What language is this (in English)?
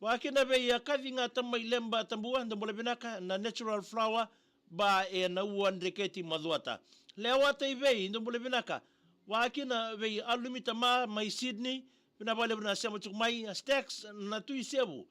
Fijian